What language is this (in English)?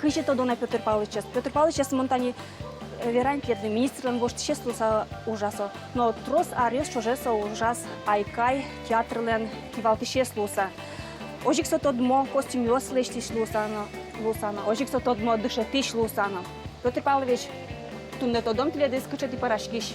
Udmurt